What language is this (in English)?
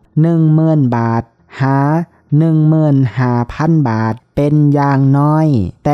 Lao